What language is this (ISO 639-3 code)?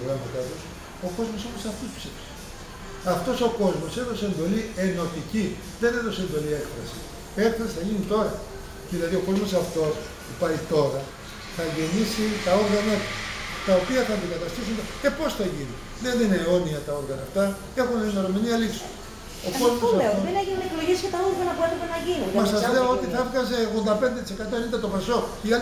ell